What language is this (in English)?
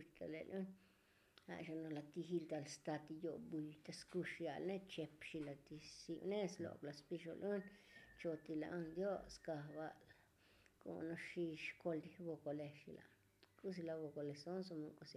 Tzotzil